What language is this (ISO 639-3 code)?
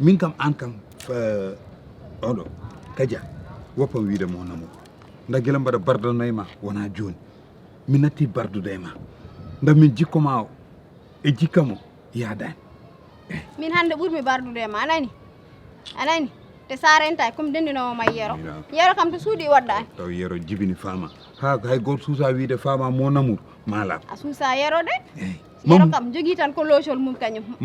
ful